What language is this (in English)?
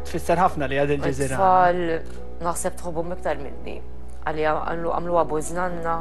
Maltese